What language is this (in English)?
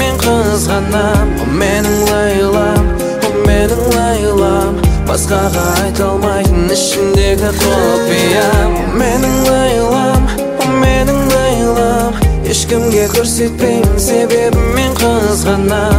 Kazakh